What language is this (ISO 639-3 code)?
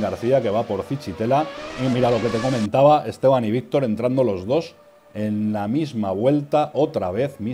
spa